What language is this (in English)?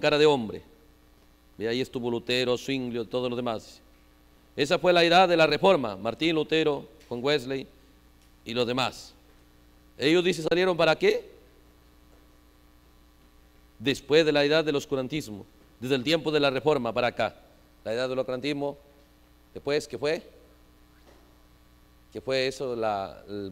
Spanish